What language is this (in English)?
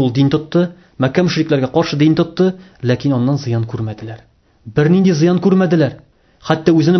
Tatar